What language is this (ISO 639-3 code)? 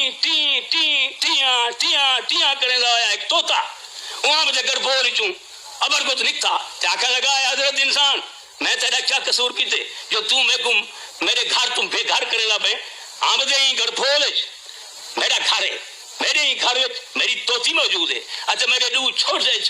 skr